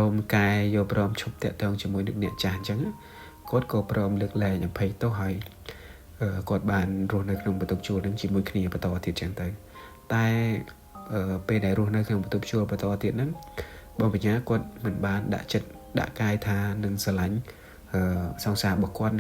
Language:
Khmer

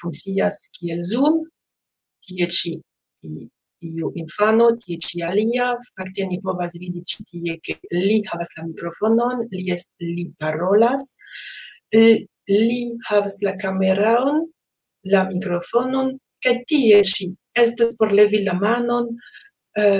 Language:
Esperanto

